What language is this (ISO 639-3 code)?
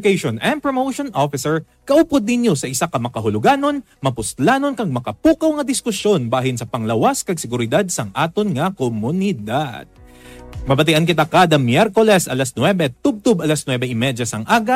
hil